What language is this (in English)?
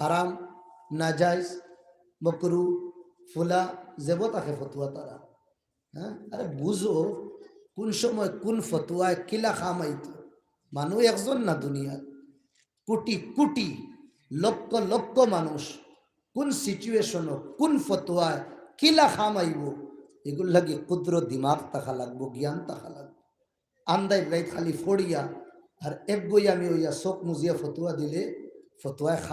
Sylheti